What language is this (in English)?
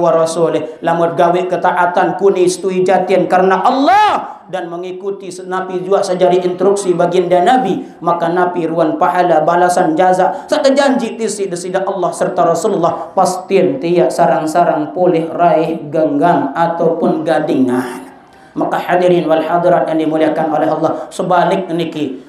Sasak